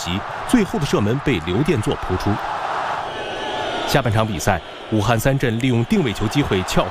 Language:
Chinese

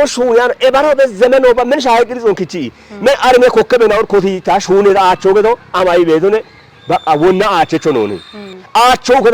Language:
Kafa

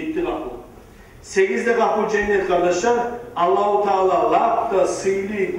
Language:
Kumyk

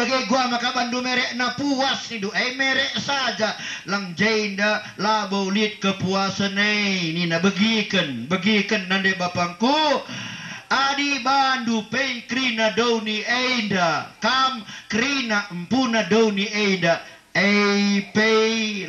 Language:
Batak Karo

